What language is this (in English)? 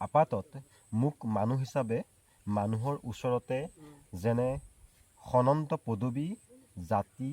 Assamese